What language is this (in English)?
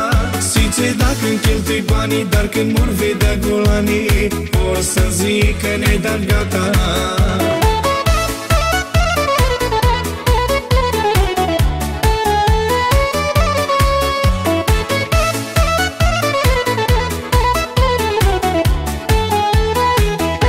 Romanian